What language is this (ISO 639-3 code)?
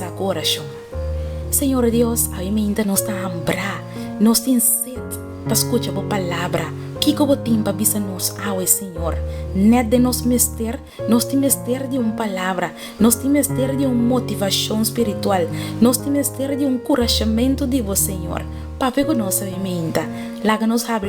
pap